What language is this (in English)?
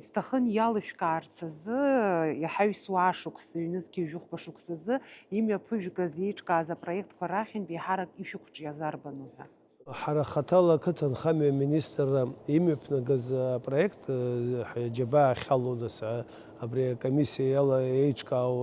Abkhazian